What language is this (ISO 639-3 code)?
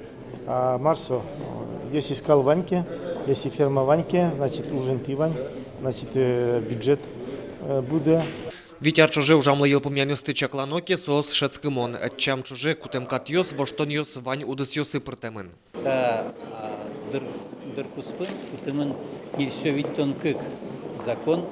udm